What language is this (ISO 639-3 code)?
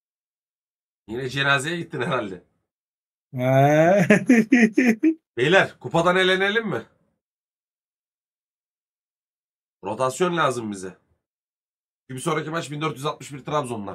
tur